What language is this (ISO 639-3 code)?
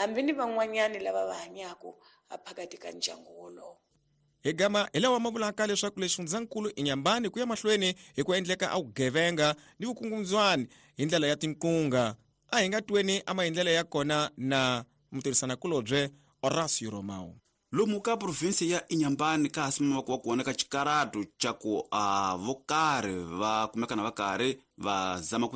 tso